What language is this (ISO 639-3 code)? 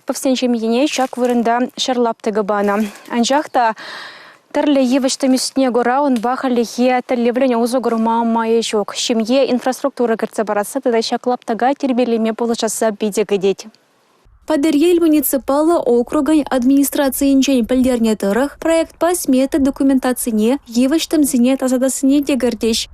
chv